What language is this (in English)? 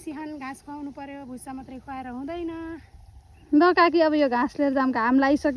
Nepali